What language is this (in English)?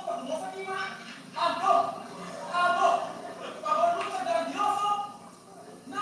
Papiamento